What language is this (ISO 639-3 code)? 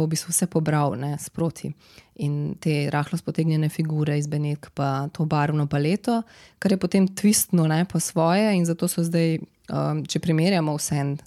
slv